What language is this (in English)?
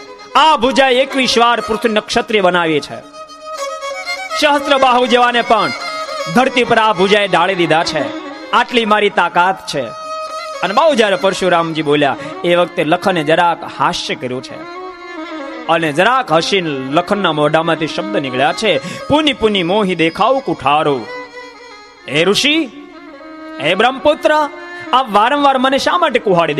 Gujarati